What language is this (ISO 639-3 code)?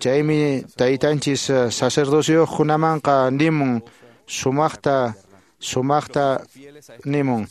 que